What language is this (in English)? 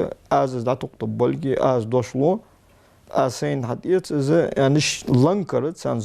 Ingush